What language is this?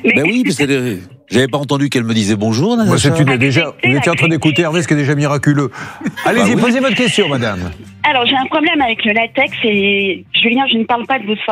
French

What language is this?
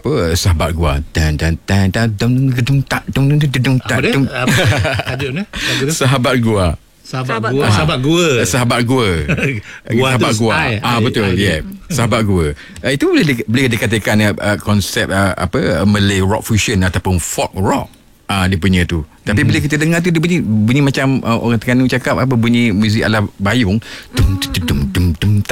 Malay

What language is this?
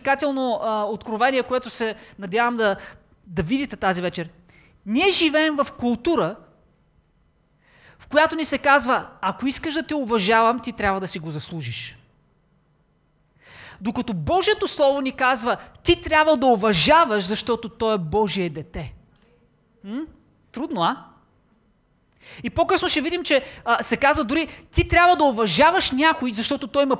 Bulgarian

